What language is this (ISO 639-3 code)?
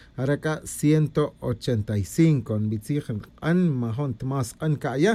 tzj